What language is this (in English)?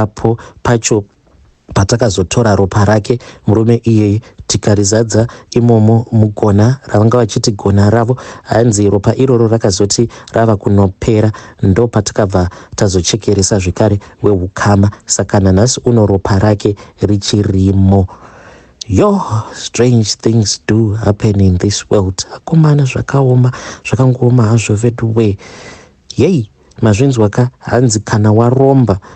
Shona